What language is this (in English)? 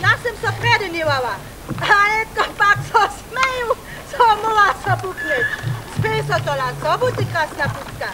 Upper Sorbian